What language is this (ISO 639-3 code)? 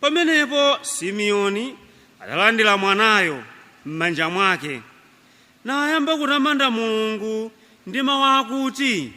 nya